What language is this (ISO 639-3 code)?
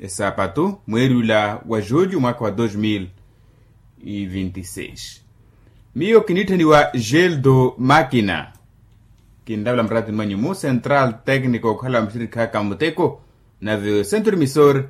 vmw